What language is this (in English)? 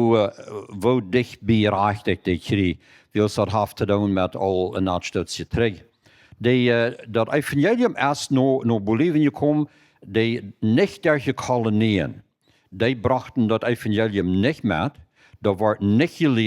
Plautdietsch